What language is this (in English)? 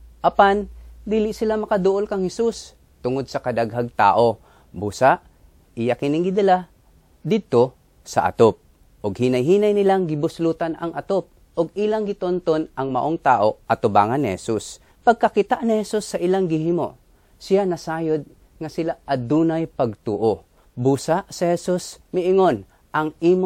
Cebuano